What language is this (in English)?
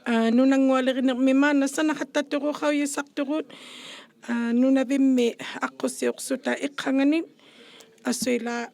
Inuktitut